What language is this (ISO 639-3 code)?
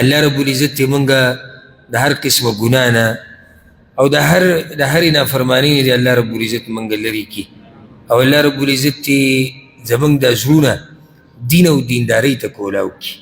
pus